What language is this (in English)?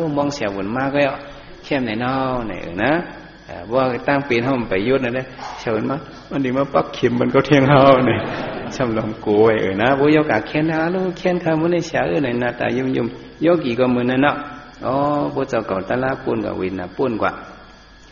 Shan